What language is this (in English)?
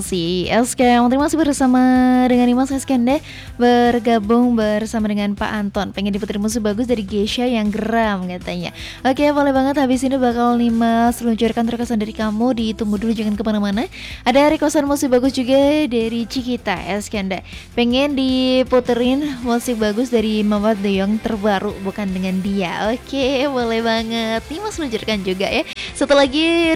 Indonesian